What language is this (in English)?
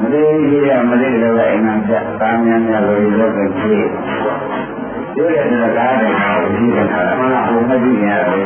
Burmese